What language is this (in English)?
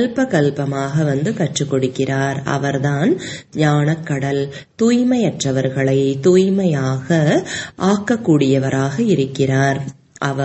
Tamil